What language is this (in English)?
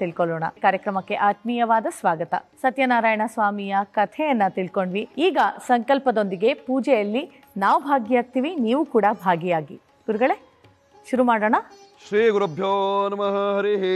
Kannada